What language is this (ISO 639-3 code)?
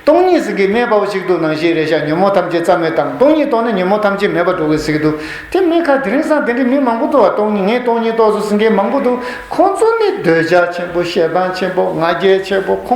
bod